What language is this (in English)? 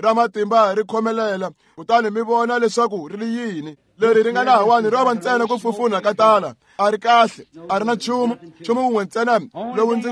Tsonga